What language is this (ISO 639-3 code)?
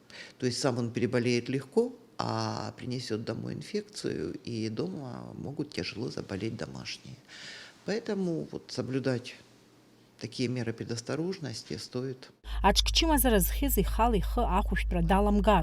abk